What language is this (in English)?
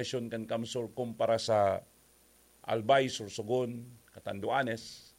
Bikol